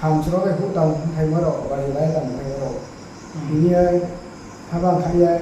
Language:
Riang (India)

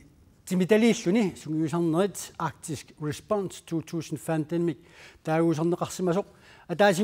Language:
Kalaallisut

